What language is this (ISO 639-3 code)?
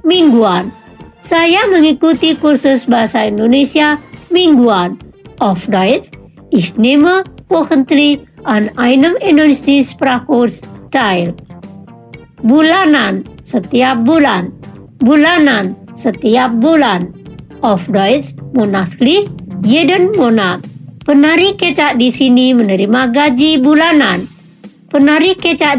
ind